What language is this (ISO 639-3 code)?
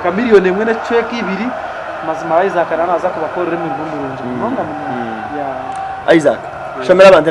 nyn